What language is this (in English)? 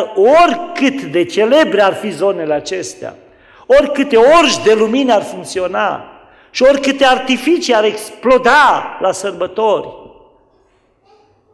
Romanian